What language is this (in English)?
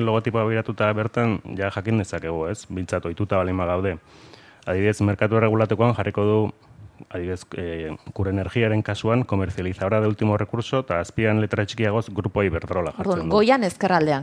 Basque